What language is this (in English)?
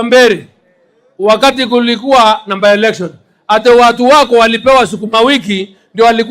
Meru